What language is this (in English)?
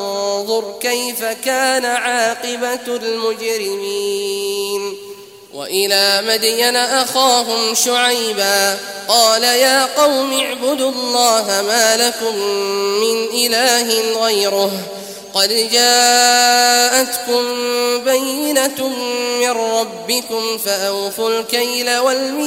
Arabic